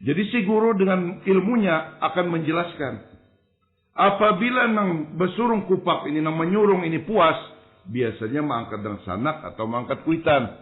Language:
Banjar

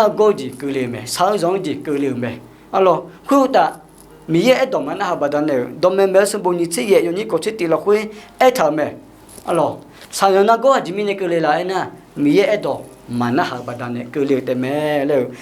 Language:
Akha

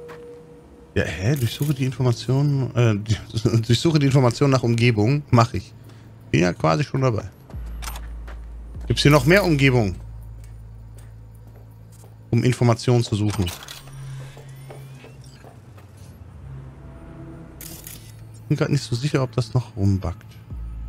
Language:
German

